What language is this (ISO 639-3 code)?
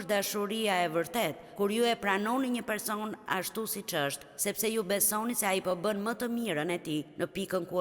sqi